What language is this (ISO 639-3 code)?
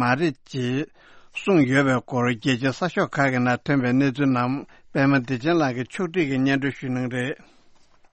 bod